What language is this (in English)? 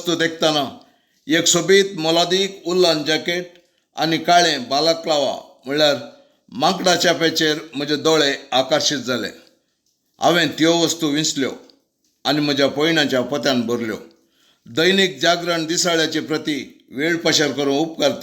Konkani